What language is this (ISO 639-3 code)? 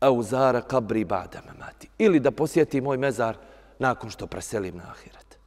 bos